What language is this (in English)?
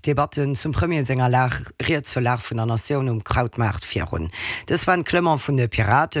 Luxembourgish